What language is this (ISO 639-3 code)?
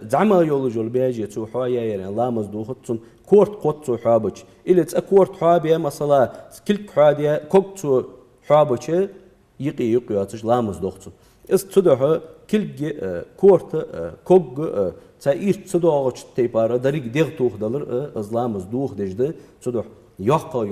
inh